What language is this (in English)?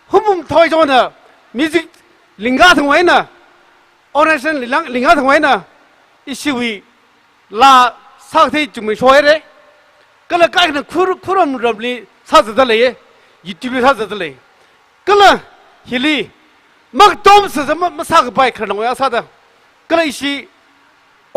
Tangkhul Naga (India)